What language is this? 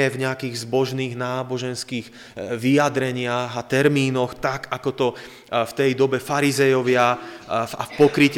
Slovak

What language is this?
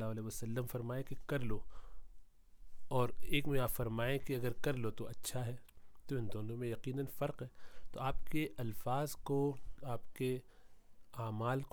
Urdu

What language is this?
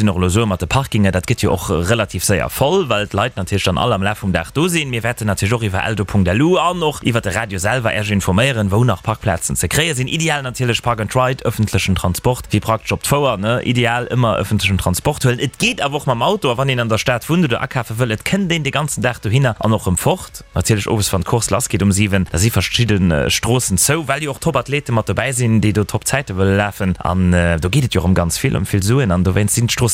Luxembourgish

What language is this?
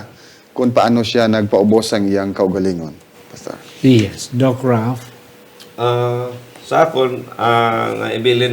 Hiligaynon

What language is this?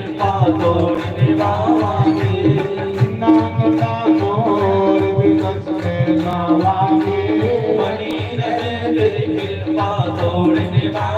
Dogri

